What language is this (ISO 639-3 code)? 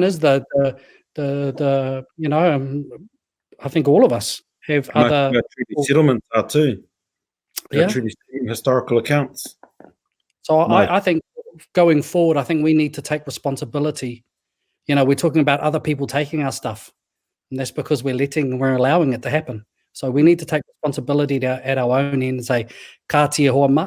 mri